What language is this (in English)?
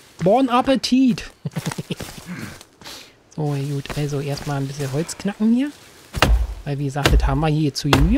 German